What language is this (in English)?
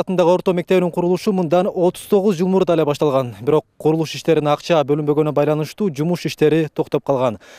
Kyrgyz